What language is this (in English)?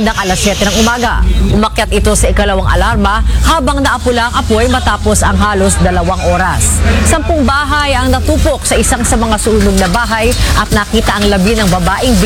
Filipino